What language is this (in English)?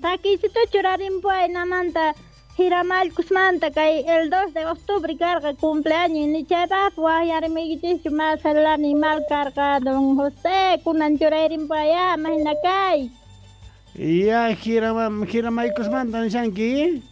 South Bolivian Quechua